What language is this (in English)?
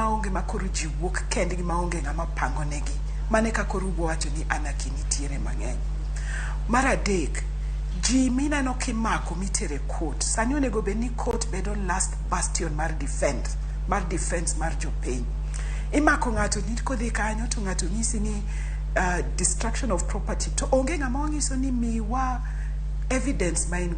Luo (Kenya and Tanzania)